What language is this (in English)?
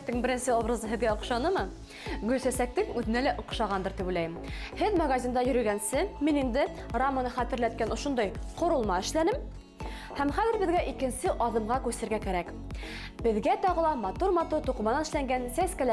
Bashkir